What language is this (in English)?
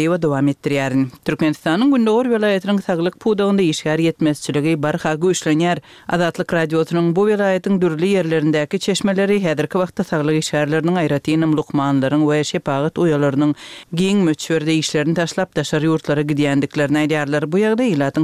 Turkmen